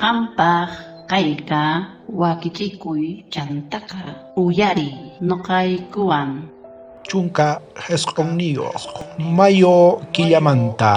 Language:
South Bolivian Quechua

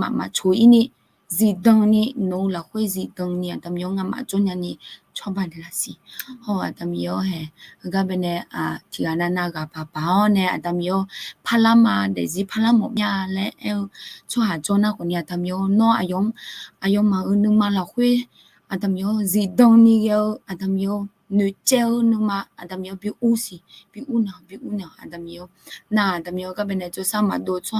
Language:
Akha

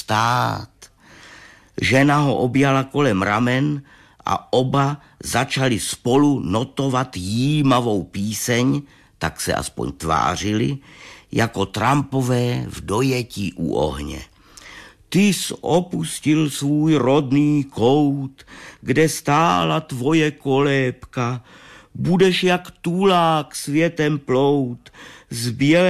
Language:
Czech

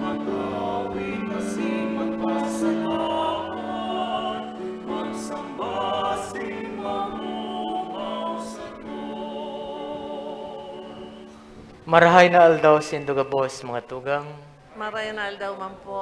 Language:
Bikol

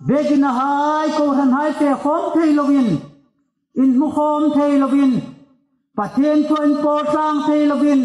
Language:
Hmar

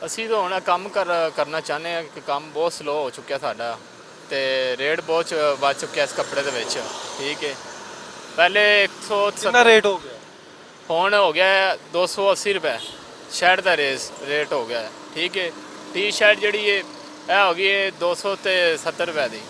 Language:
Western Panjabi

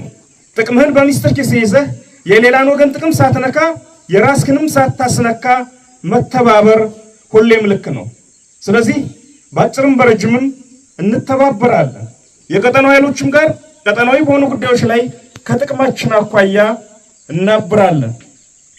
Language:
Amharic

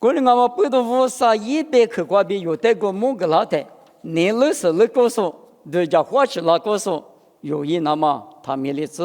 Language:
Lisu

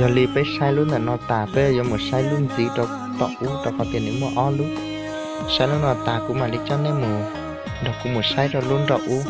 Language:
Hmong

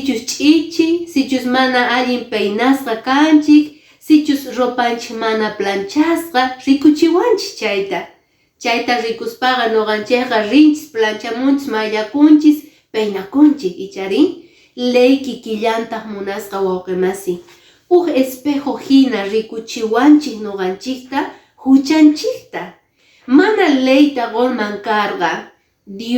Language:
Quechua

